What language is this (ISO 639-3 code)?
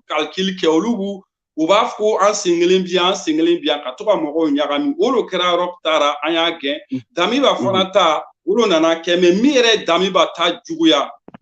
bam